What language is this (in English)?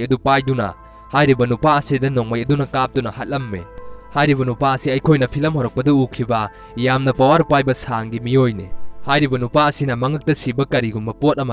Manipuri